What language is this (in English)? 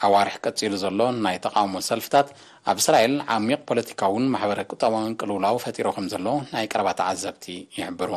Tigrinya